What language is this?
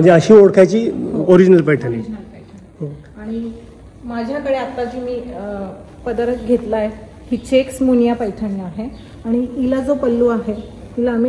Marathi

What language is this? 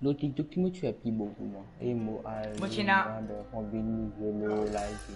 Morisyen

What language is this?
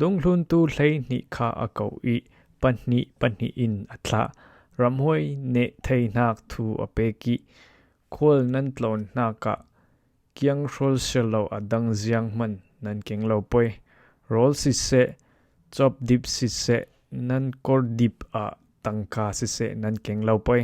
Falam Chin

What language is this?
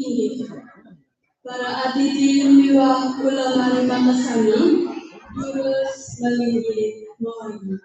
Balinese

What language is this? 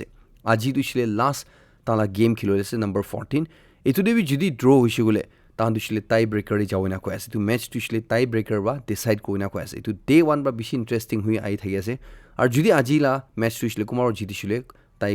Naga Pidgin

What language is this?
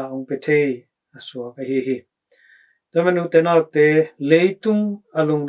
Tedim Chin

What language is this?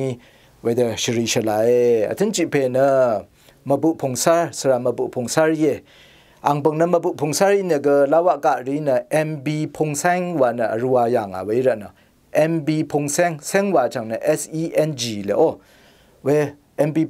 Rawang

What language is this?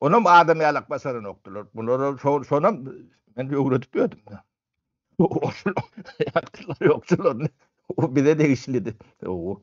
Turkmen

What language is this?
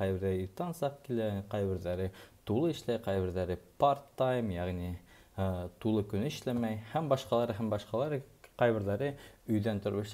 Bashkir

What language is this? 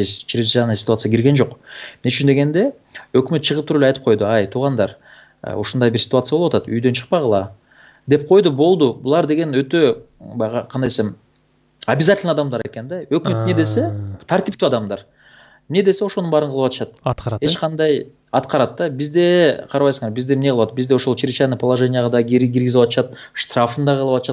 Kyrgyz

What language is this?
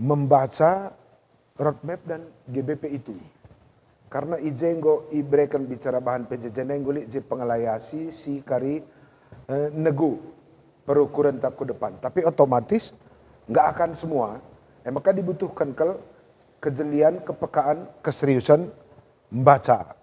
Batak Karo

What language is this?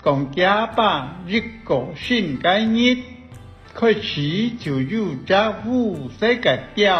Hakka Chinese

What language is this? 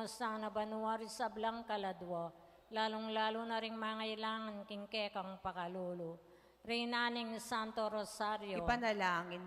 Pampanga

